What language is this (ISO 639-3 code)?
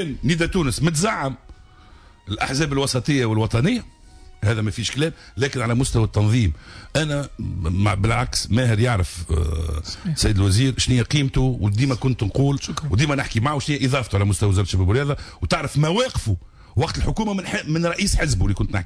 aeb